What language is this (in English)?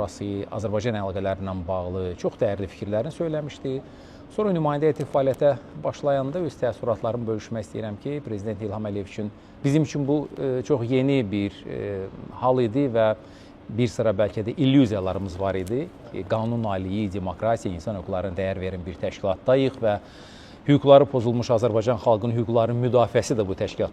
Azerbaijani